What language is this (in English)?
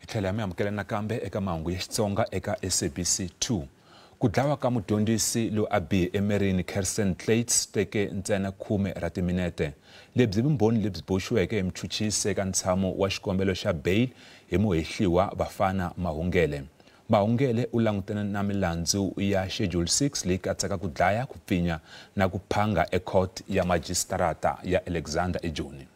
Tsonga